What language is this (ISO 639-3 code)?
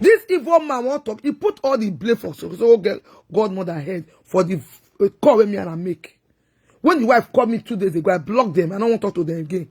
pcm